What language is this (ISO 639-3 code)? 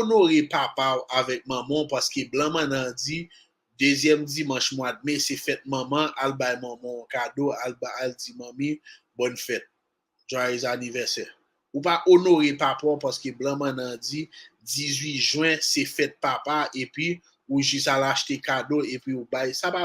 hat